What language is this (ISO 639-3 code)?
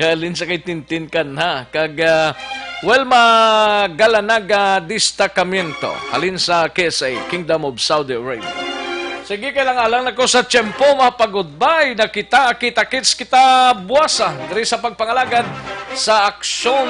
hil